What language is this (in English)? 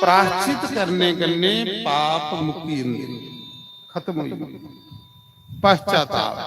Dogri